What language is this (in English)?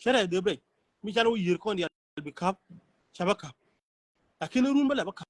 Nuer